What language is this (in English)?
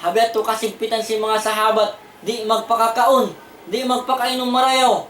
Tausug